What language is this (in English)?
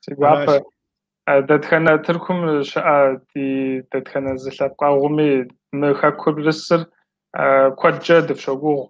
Kabardian